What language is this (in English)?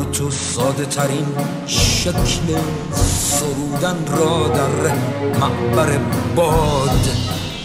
Persian